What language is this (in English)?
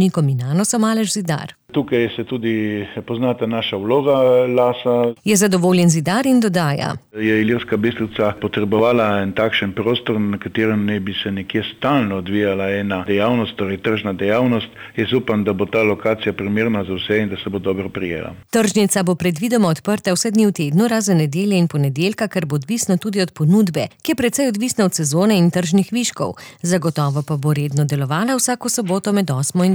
Slovenian